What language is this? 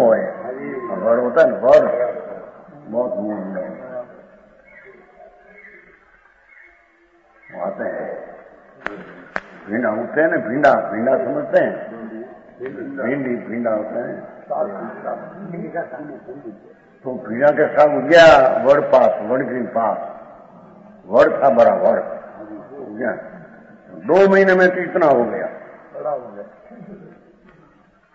Hindi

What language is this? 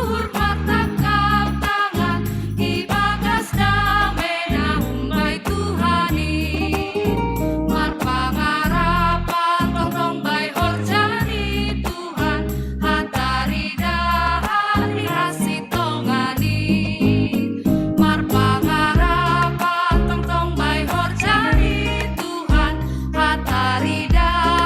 Batak Simalungun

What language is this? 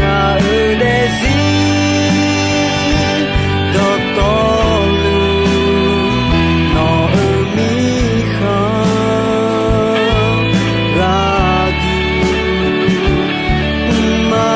Akha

